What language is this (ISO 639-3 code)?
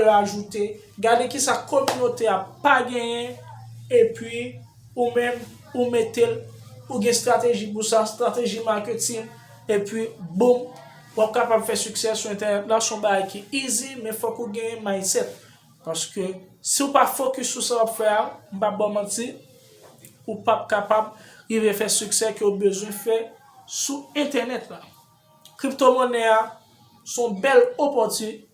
hat